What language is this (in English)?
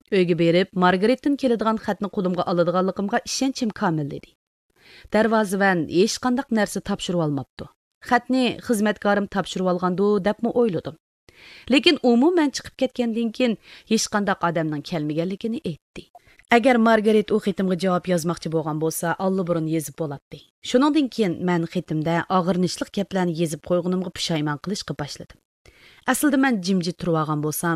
Uyghur